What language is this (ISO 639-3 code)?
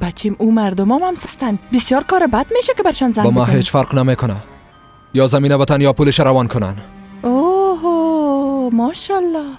fas